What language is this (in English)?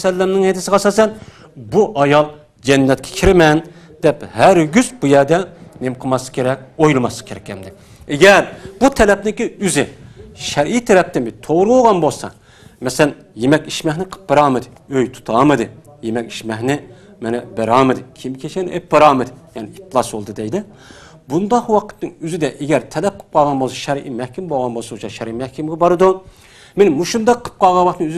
Uyghur